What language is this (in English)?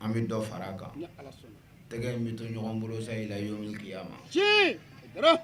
Bambara